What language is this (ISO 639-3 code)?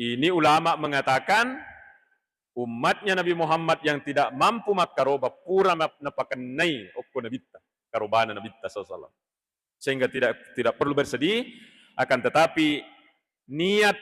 bug